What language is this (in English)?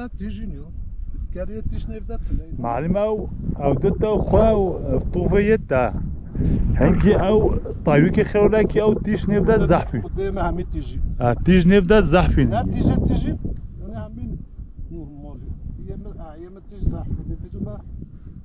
Kurdish